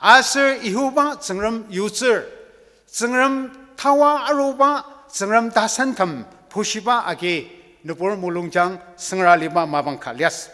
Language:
Ao Naga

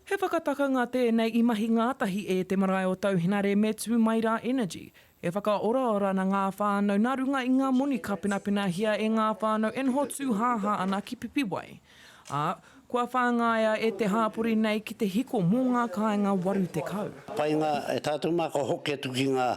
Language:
Māori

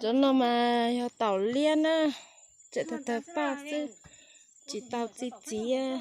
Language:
Hmong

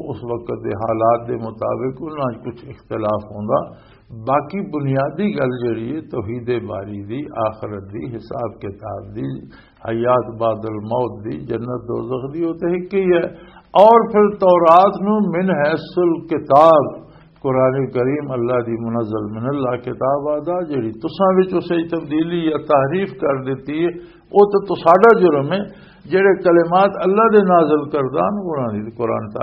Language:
Western Panjabi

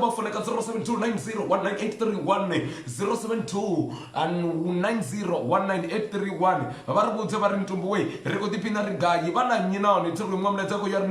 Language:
Venda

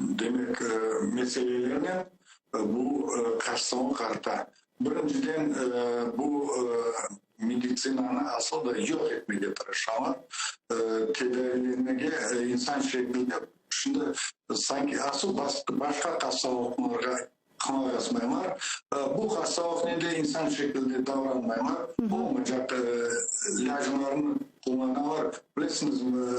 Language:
Crimean Tatar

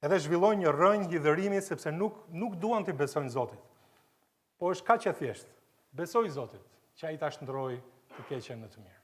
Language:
Albanian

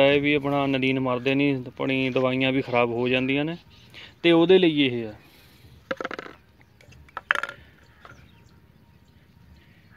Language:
Punjabi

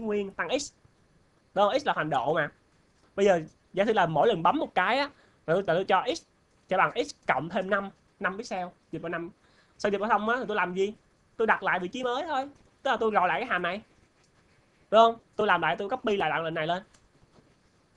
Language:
Vietnamese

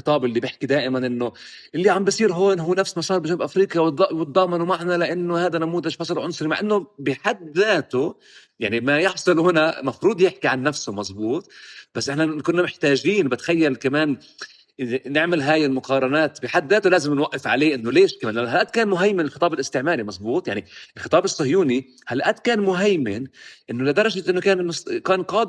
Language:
North Levantine Arabic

